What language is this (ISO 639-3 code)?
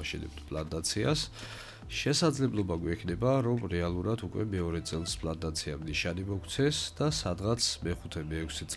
kat